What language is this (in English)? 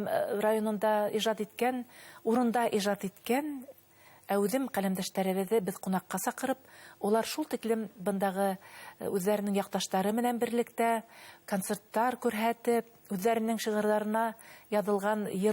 Bashkir